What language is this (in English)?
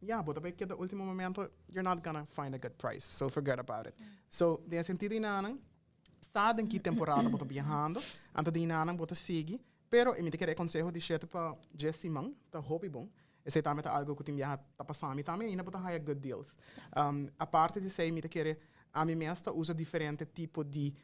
Papiamento